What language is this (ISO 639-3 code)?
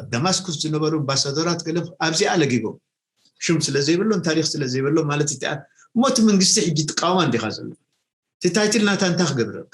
tir